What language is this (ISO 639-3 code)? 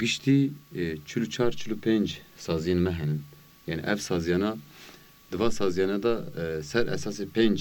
kur